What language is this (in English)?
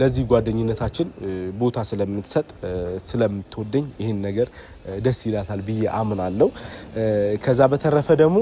Amharic